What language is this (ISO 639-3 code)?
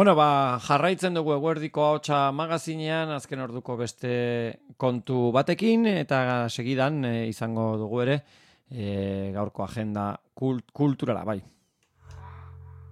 eus